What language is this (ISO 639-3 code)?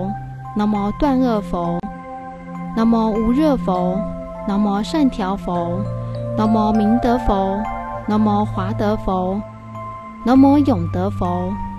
zho